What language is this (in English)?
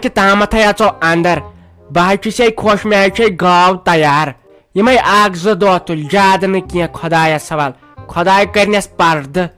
Kashmiri